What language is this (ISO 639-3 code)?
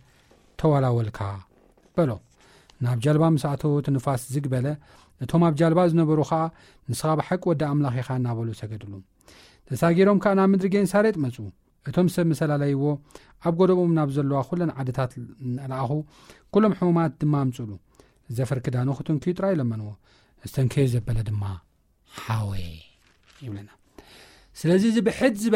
tir